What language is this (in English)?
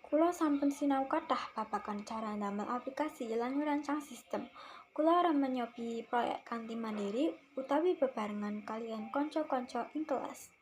Javanese